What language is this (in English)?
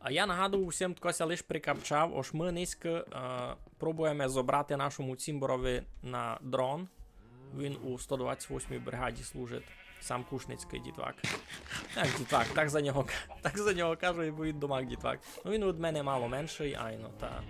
Rusyn